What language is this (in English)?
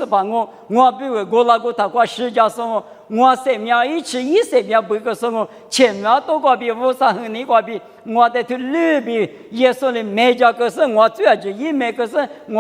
Lisu